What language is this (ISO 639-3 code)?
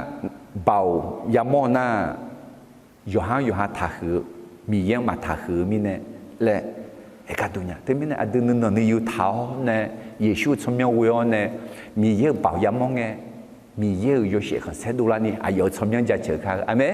ahk